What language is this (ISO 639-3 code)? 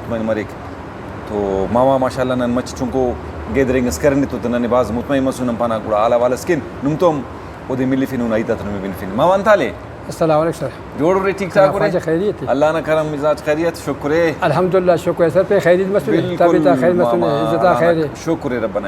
brh